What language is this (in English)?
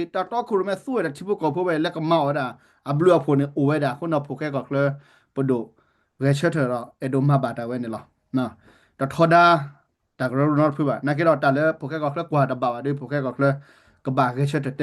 S'gaw Karen